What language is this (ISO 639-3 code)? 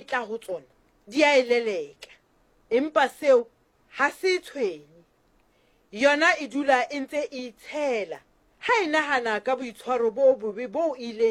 sot